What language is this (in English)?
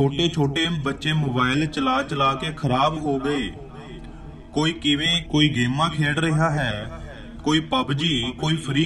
Punjabi